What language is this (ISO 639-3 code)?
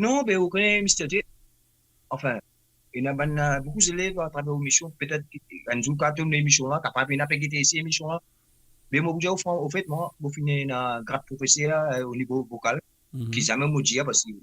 mfe